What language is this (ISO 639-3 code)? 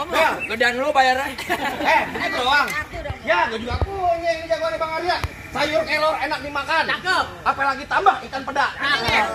bew